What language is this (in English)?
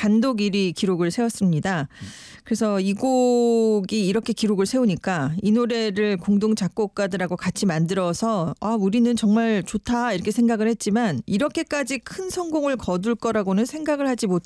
Korean